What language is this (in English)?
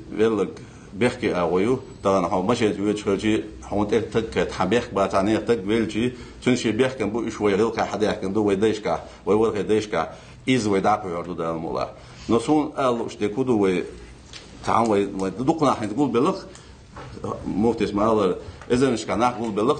Ingush